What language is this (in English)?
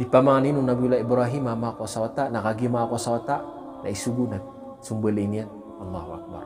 Maranao